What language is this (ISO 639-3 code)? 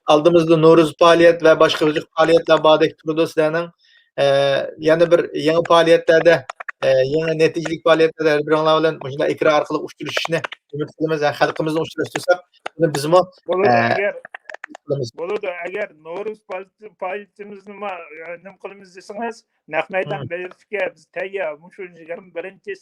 uig